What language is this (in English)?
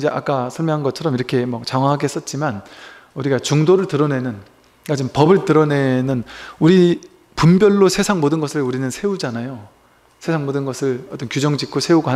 Korean